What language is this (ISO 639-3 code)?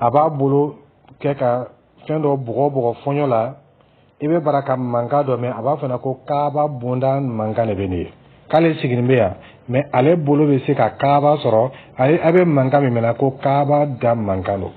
dyu